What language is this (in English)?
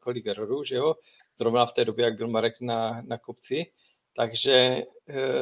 Czech